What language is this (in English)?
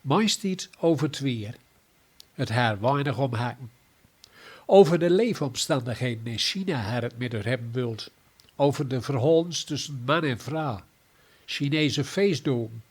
Gronings